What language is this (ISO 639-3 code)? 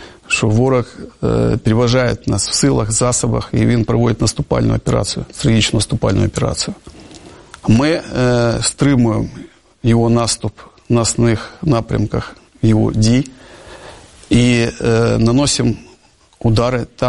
ukr